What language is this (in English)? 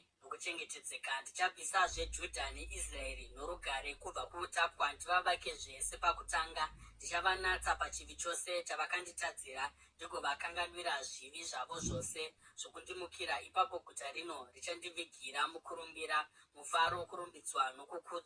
Shona